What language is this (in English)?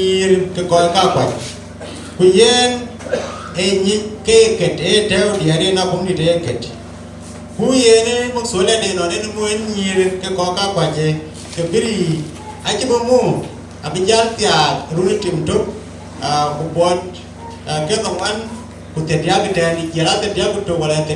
Dinka